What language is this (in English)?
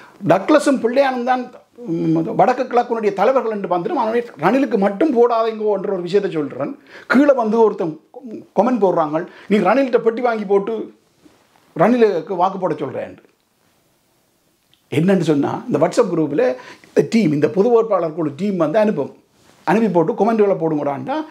Tamil